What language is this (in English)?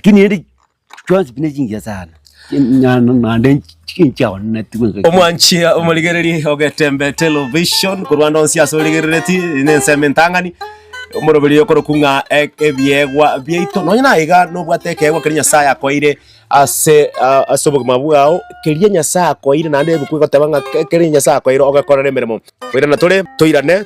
Gusii